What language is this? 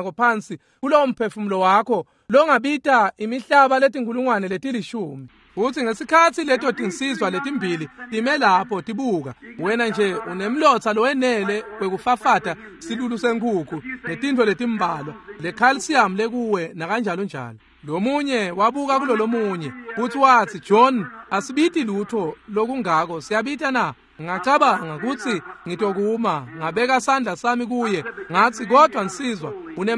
Swati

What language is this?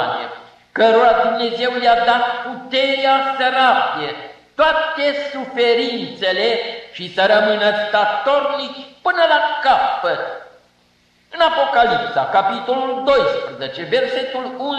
Romanian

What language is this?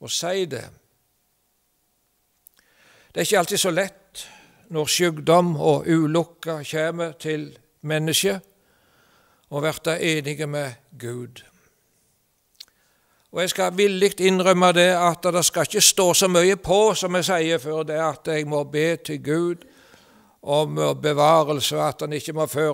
Norwegian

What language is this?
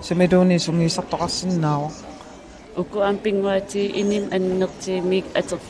Kalaallisut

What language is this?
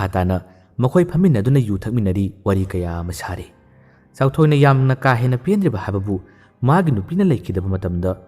Manipuri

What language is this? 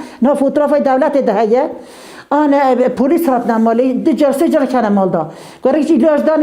Kurdish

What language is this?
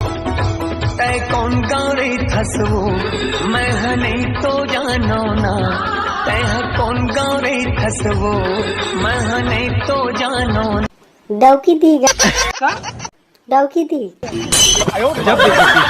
Chhattisgarhi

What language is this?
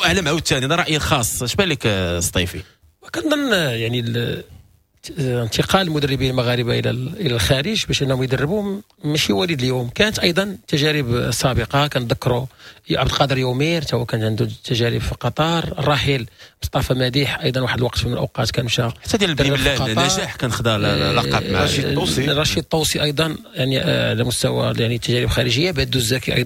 Moroccan Arabic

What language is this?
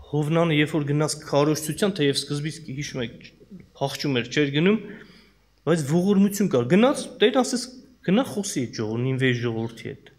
Armenian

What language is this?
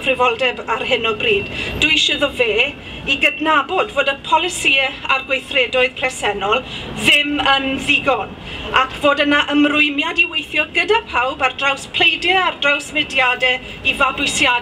Welsh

